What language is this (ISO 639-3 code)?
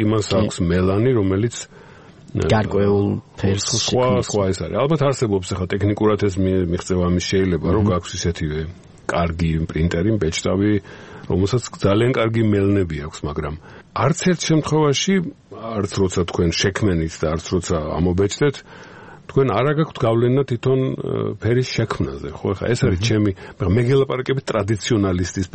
kat